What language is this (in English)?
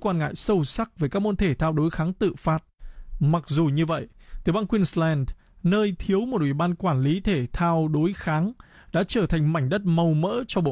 Vietnamese